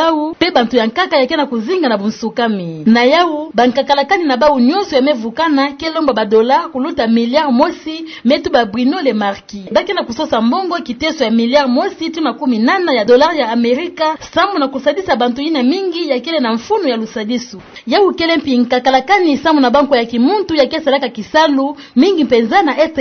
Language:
Kituba (Democratic Republic of Congo)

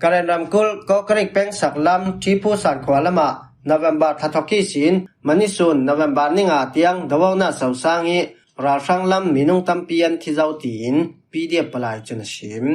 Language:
Falam Chin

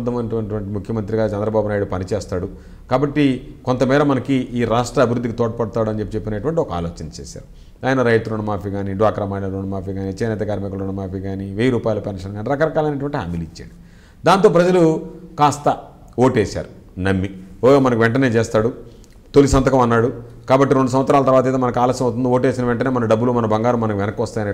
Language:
Telugu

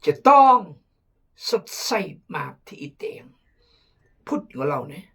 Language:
Khmu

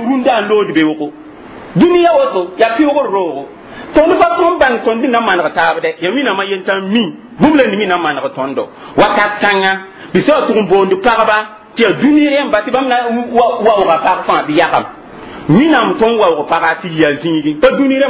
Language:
Mossi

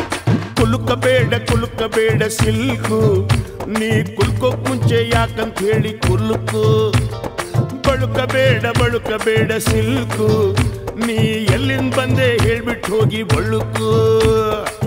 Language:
Kannada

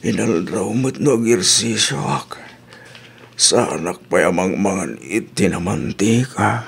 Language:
Iloko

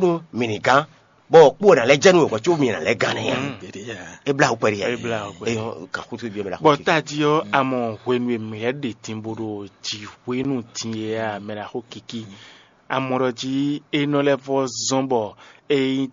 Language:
Fon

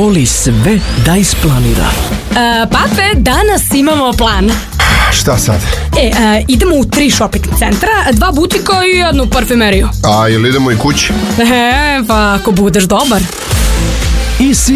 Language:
Serbian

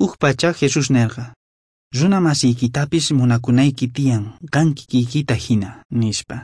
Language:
South Bolivian Quechua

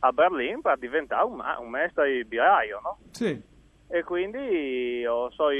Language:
Friulian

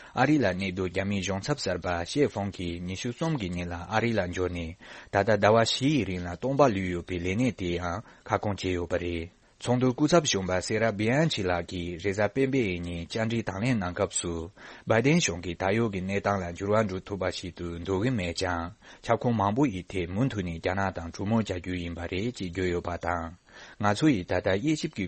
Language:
Tibetan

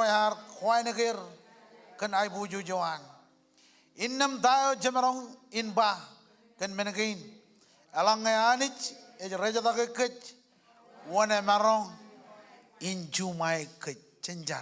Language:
Marshallese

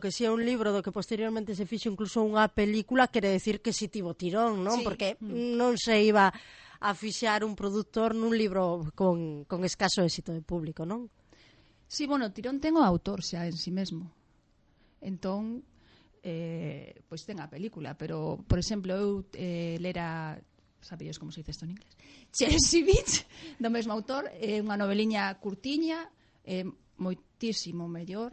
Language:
Galician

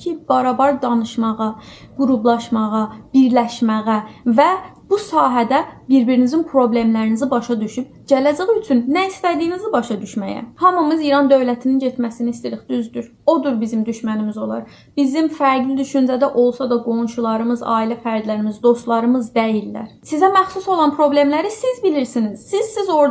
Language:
Azerbaijani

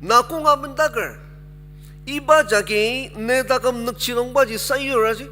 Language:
Ao Naga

